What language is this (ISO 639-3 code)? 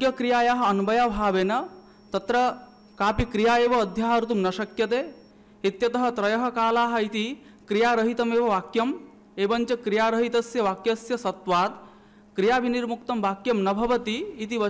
san